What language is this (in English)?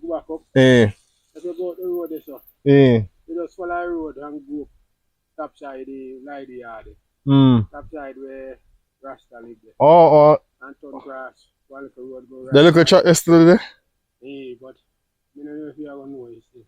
Jamaican Creole English